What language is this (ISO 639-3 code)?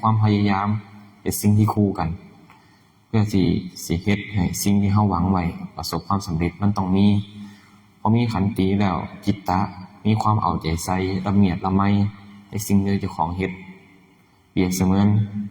tts